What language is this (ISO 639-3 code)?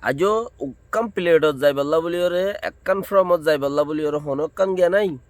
rhg